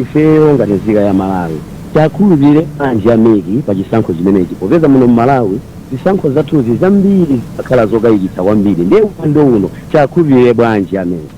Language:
Nyanja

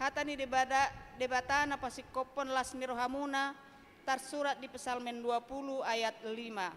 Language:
Batak Toba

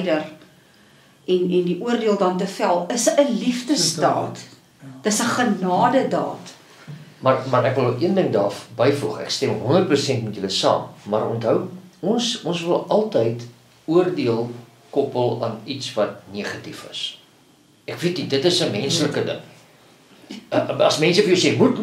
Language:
Afrikaans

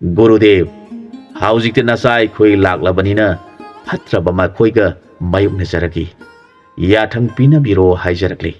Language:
Manipuri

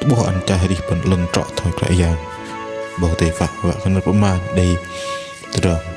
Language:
Bahnar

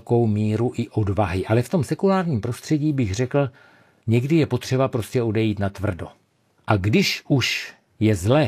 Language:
Czech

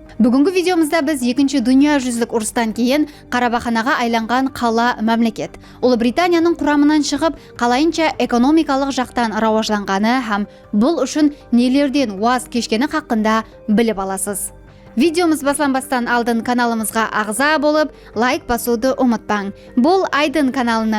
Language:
Kara-Kalpak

